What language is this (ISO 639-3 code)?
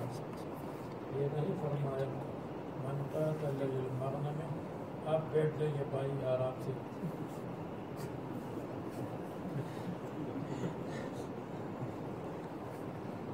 urd